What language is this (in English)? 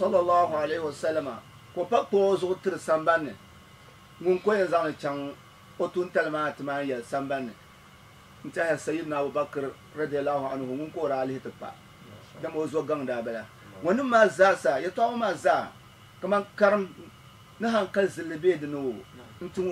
Dagbani